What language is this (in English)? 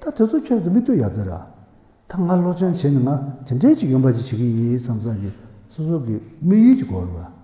Tibetan